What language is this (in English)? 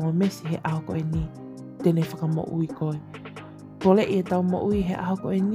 Tongan